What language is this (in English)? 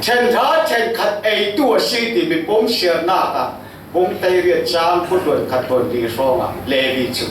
Falam Chin